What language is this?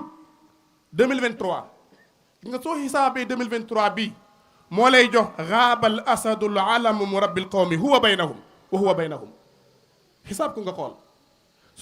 Wolof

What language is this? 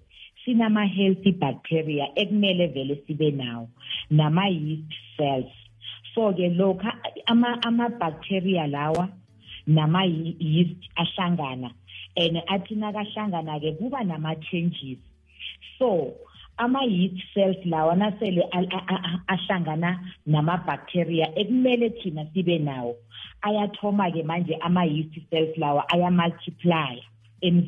South Ndebele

